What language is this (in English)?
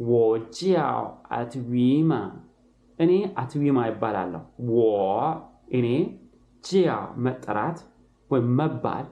Amharic